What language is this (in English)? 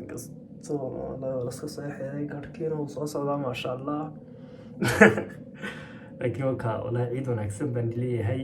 Somali